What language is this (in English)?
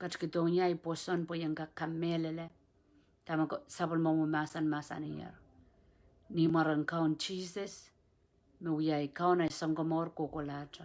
Pohnpeian